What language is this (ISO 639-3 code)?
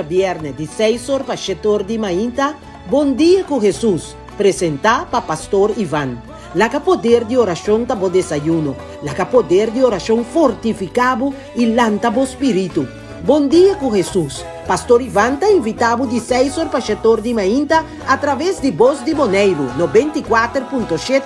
pap